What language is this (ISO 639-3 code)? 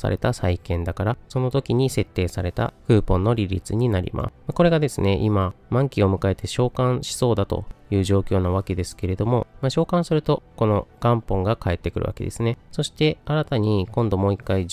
jpn